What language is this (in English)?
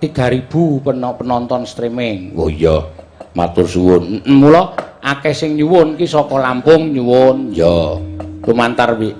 Javanese